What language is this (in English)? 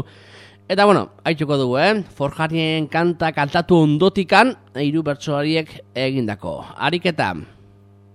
Basque